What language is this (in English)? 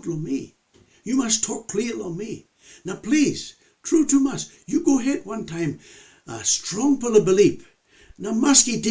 Tok Pisin